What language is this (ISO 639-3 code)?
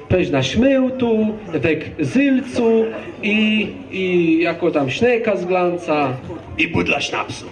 csb